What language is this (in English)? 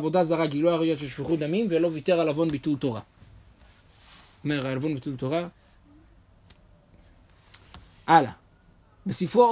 Hebrew